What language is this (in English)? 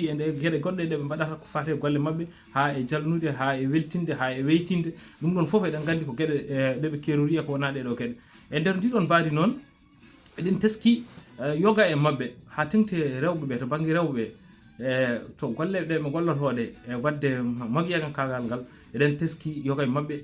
Fula